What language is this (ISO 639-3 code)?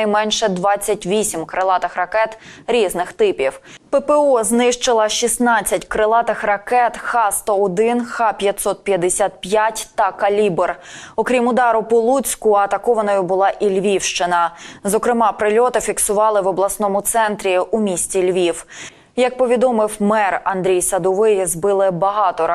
ukr